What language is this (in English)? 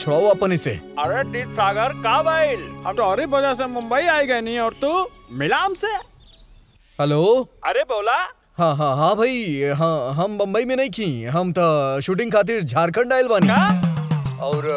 Bhojpuri